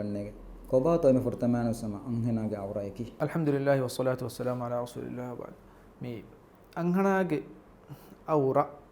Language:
Divehi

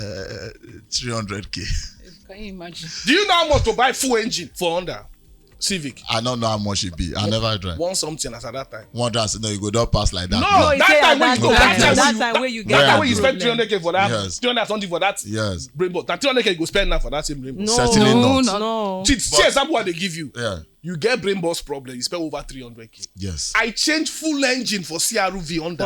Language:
Nigerian Pidgin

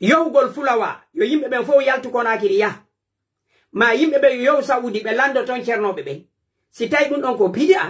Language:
Pular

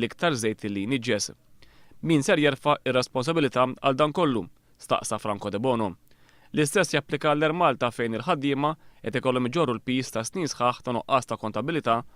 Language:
Maltese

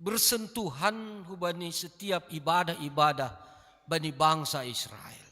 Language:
Batak Simalungun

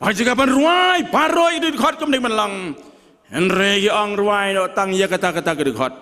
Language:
Khasi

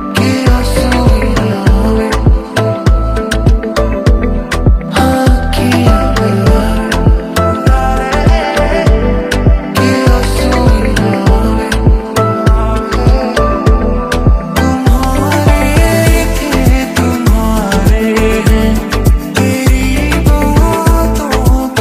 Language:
Hindi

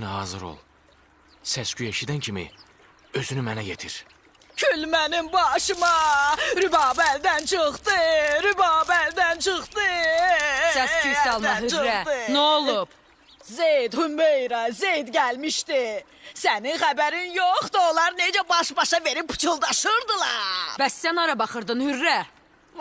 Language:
Azerbaijani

